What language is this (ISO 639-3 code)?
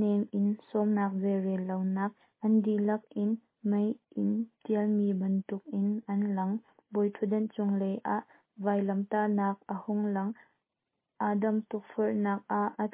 cnh